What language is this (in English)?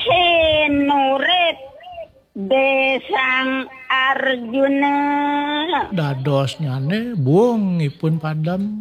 Balinese